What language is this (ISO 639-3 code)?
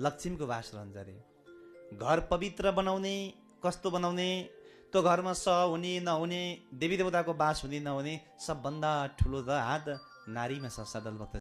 nep